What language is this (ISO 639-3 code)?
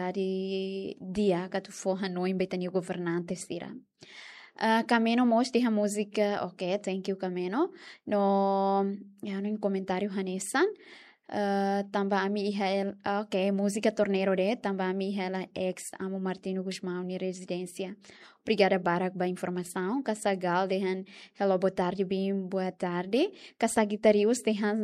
tet